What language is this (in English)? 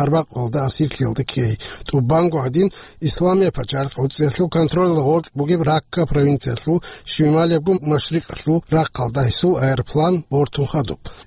Avaric